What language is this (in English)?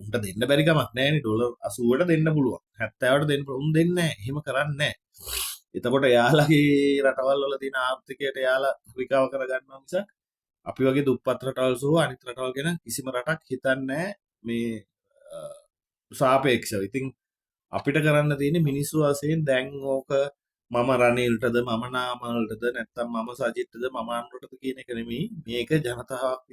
Sinhala